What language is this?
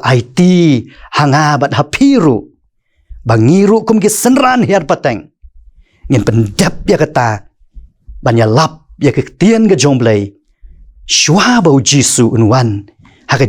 Khasi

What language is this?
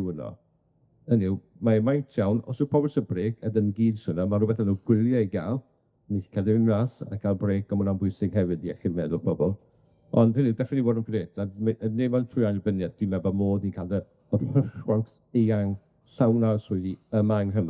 Welsh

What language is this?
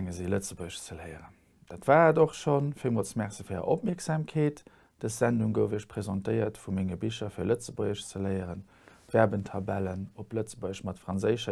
Luxembourgish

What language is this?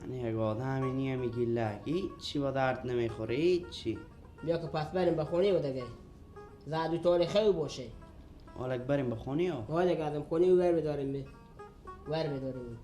Persian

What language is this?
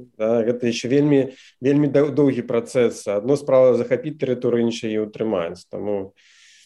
Belarusian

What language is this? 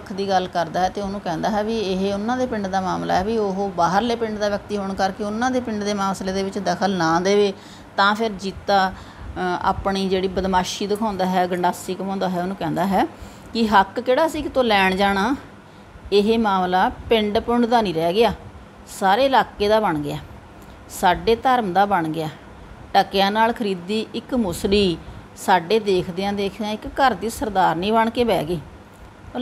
Punjabi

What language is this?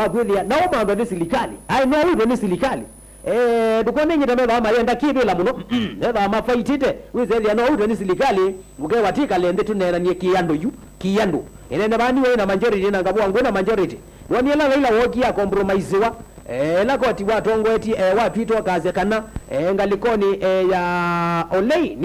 Kamba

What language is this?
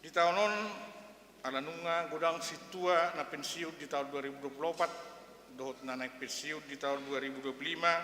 Batak Toba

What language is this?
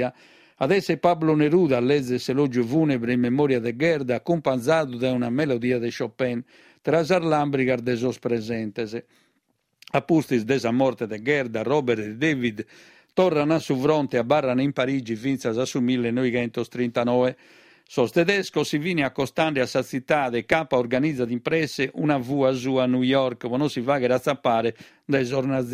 Sardinian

